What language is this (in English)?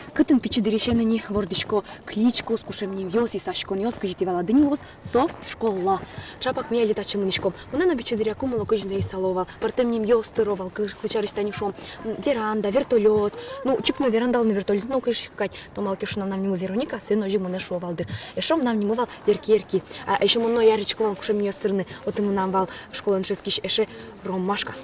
Udmurt